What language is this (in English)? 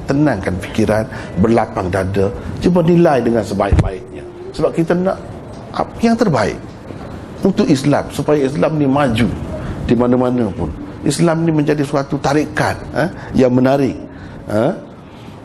Malay